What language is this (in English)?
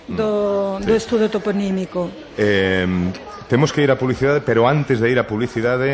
Galician